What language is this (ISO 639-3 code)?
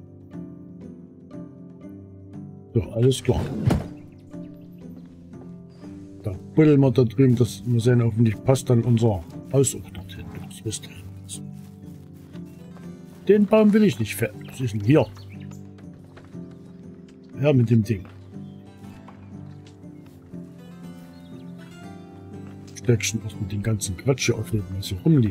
deu